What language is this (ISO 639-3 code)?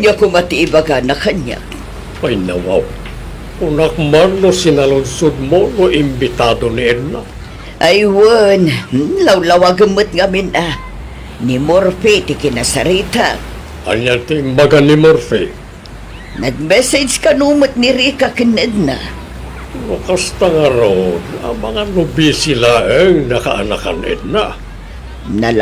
ilo